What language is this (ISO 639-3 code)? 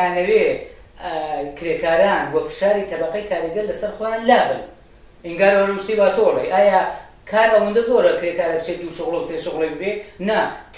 ckb